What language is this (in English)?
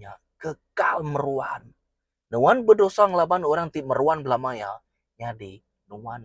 Iban